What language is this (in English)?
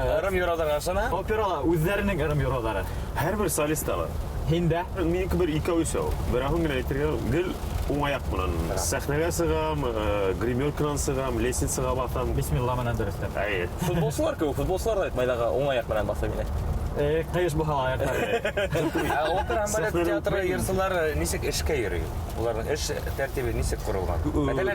Bashkir